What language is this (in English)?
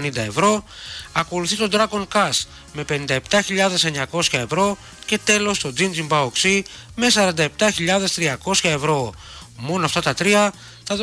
Greek